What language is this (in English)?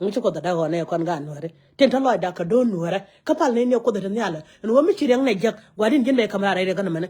Nuer